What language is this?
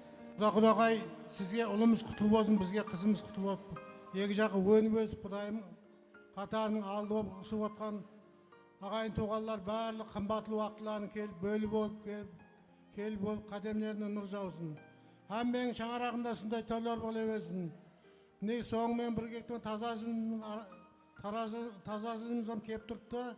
Kara-Kalpak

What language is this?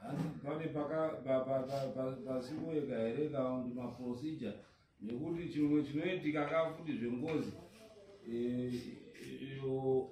Shona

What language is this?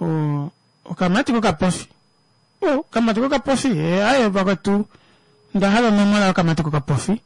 Kuanyama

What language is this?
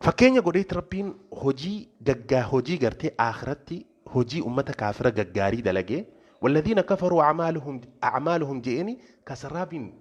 Oromo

